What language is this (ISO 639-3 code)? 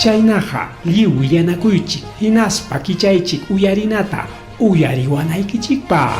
quy